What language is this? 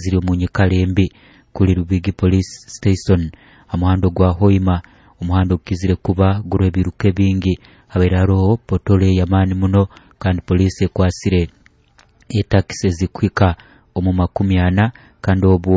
Nyoro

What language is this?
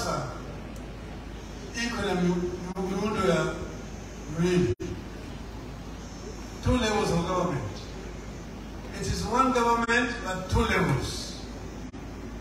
Swahili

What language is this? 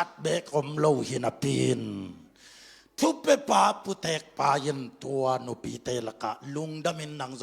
Tedim Chin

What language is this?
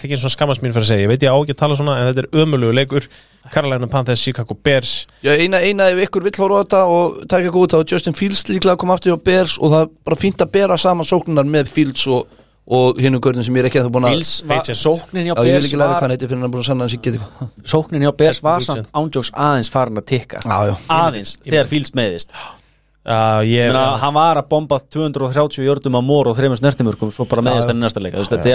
Icelandic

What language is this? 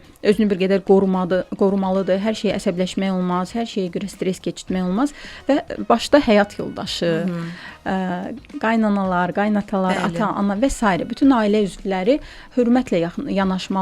Azerbaijani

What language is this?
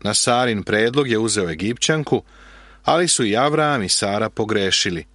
Serbian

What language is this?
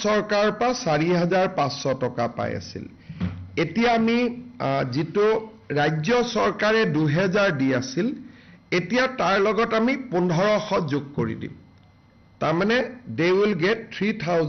Assamese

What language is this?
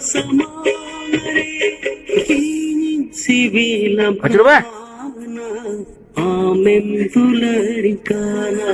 Santali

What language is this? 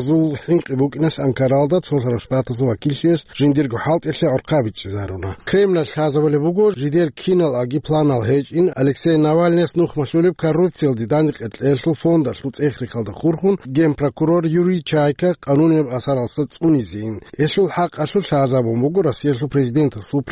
Avaric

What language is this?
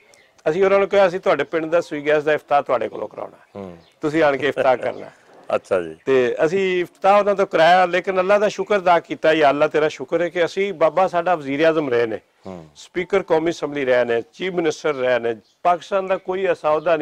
Western Panjabi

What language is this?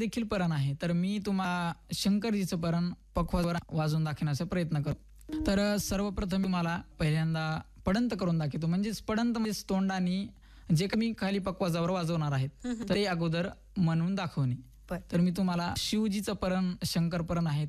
Marathi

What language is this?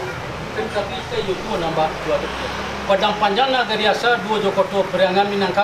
Minangkabau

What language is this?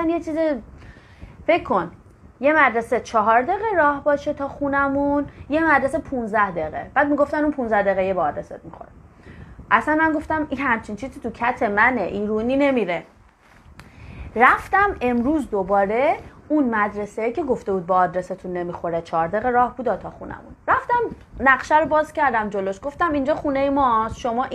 Persian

